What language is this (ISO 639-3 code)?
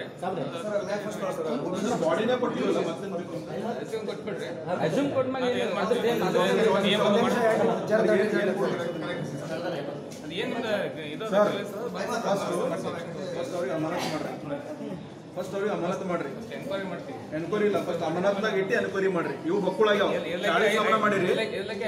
kan